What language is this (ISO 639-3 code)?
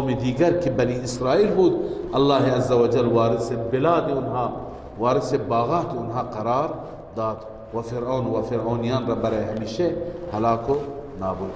fas